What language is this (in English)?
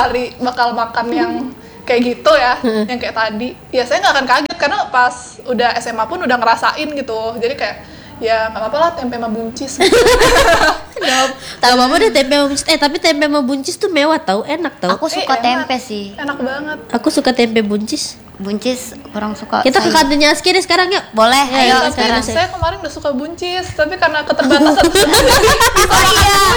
Indonesian